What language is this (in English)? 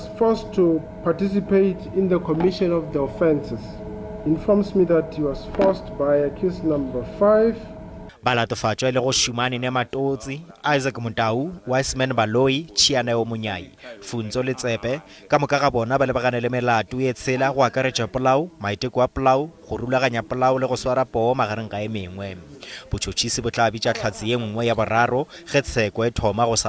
Northern Sotho